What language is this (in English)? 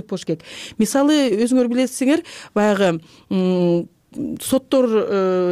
Kyrgyz